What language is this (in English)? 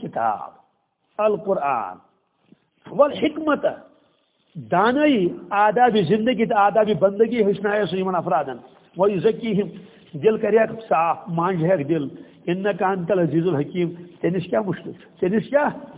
Kashmiri